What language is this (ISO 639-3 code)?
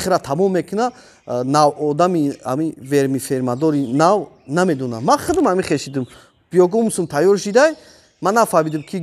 tgk